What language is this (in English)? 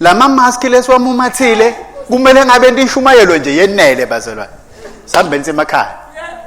Swati